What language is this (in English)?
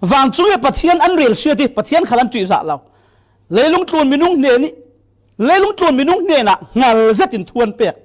Falam Chin